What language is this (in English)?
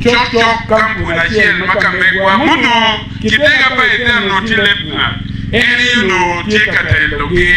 Acoli